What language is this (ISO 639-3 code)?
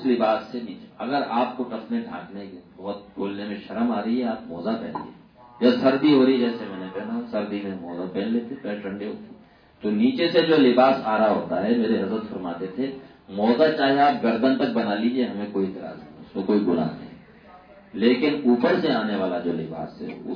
urd